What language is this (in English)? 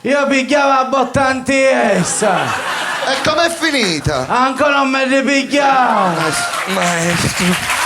Sicilian